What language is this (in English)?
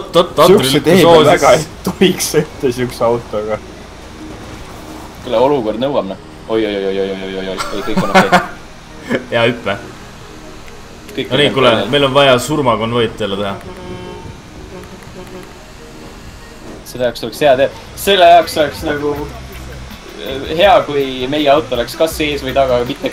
Estonian